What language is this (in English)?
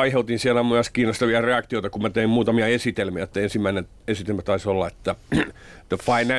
Finnish